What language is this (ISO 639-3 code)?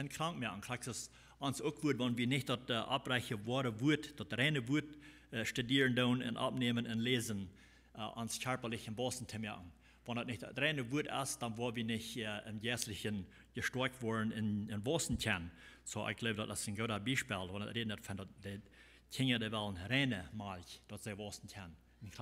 pdt